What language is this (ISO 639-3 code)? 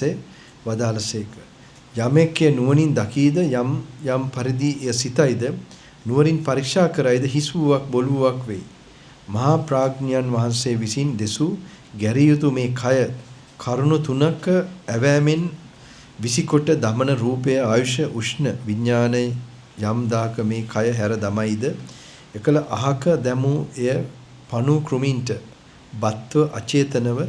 sin